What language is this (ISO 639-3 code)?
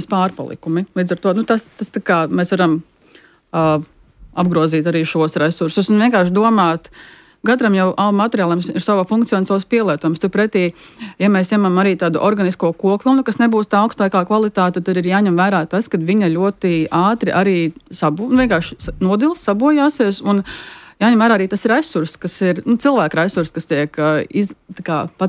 lav